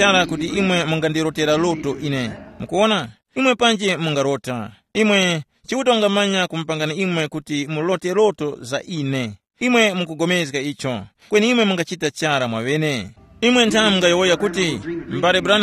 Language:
Tumbuka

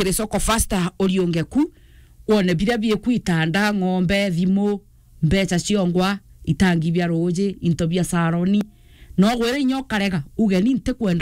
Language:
Meru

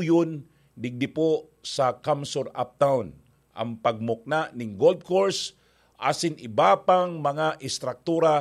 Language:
Bikol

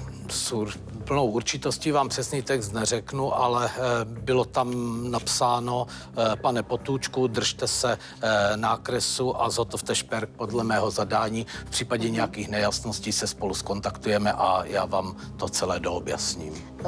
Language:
Czech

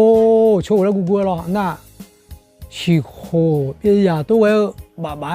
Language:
Akha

